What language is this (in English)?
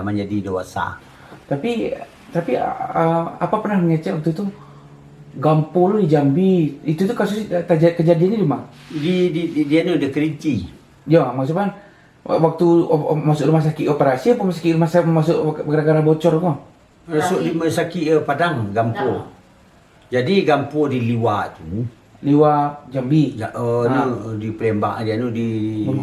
Minangkabau